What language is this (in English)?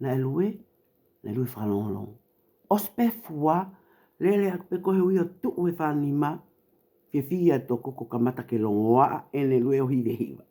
Tongan